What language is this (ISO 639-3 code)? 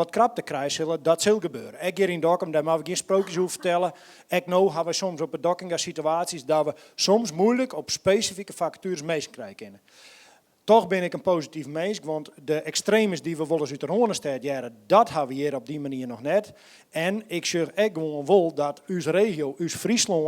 fry